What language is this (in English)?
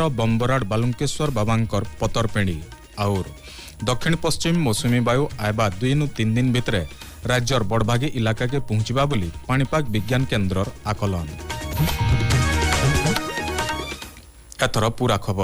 Odia